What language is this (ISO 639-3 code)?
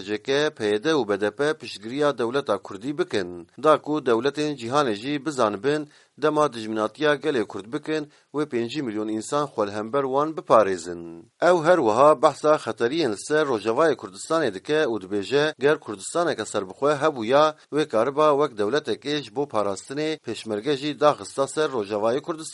kur